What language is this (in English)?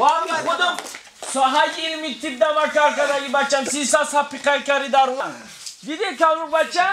Tajik